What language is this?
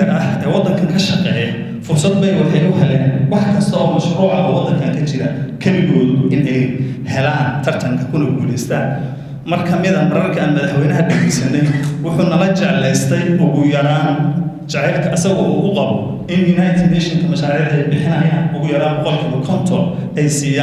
Somali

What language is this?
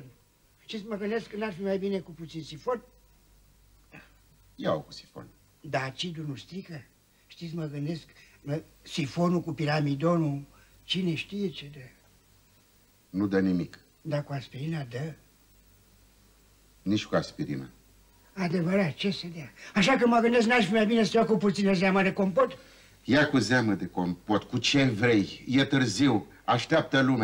Romanian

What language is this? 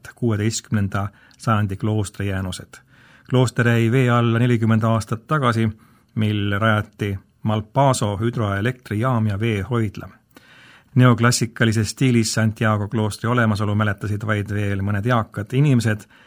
Estonian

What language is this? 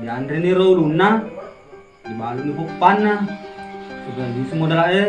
Buginese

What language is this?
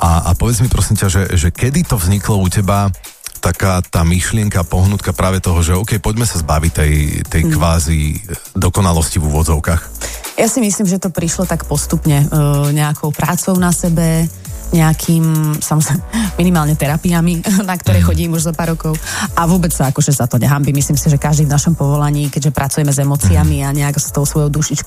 Slovak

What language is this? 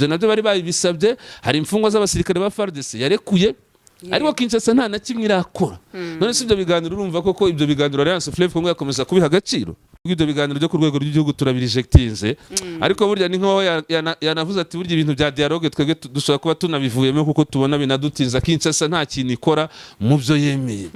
Kinyarwanda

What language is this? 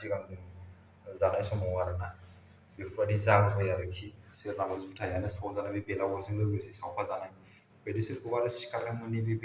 Bodo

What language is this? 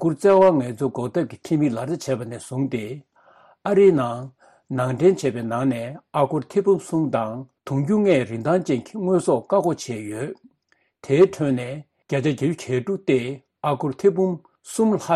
Tibetan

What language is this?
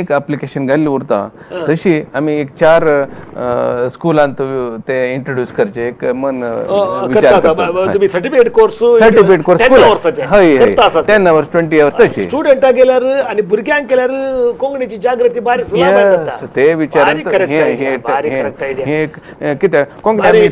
Konkani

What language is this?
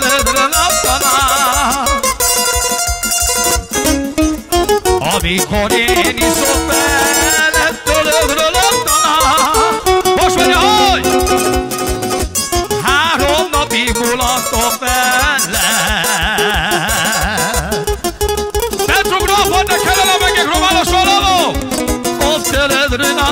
Hungarian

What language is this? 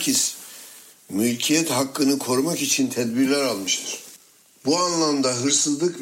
Turkish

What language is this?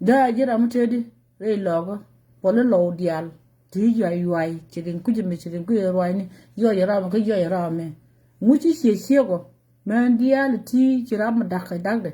Nuer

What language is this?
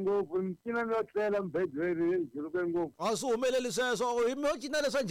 Tsonga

